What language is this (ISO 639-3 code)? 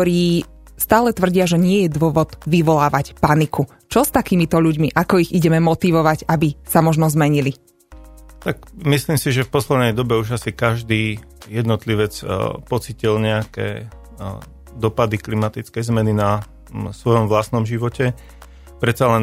slk